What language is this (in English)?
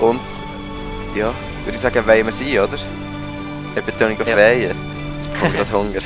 Swiss German